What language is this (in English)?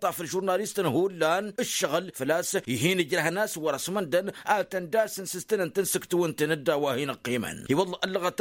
Tamasheq